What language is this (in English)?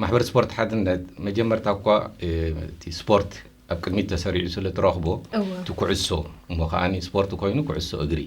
Tigrinya